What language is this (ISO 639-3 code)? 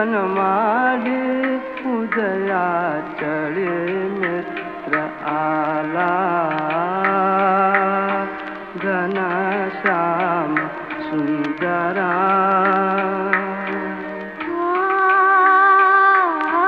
mar